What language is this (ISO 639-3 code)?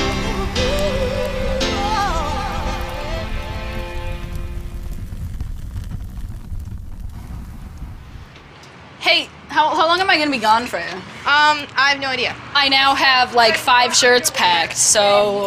eng